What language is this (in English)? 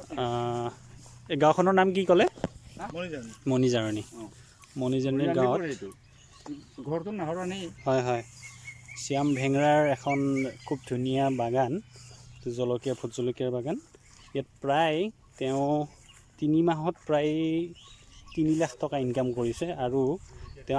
Assamese